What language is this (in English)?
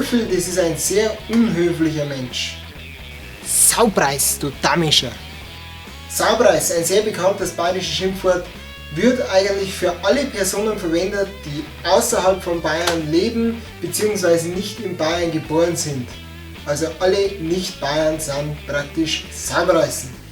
Bavarian